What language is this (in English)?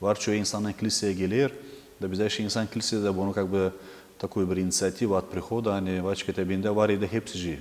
Gagauz